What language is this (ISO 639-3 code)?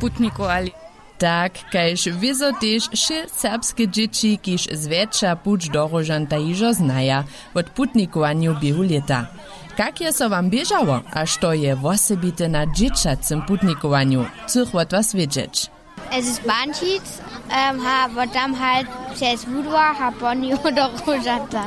hsb